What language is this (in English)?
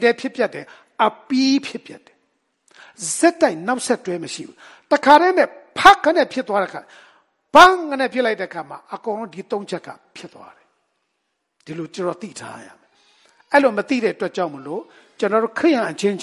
Burmese